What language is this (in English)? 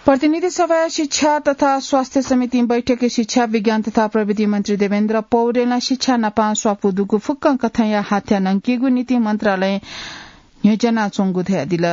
Newari